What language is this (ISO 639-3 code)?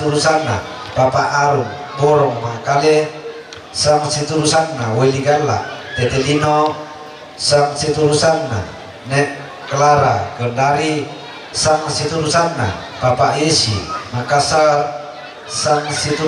sda